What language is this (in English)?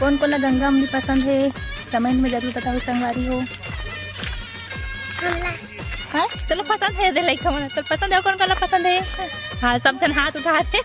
Chhattisgarhi